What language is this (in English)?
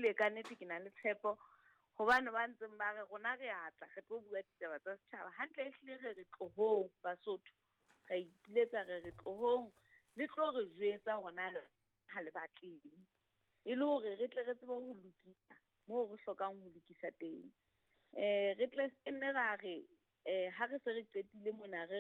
Southern Sotho